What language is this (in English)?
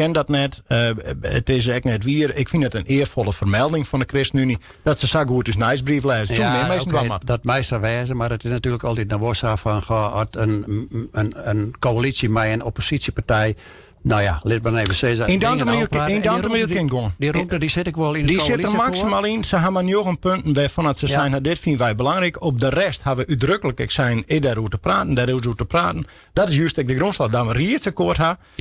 Western Frisian